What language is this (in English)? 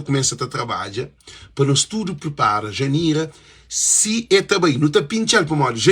Kabuverdianu